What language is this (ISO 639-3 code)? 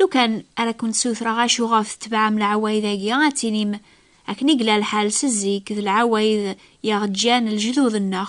kab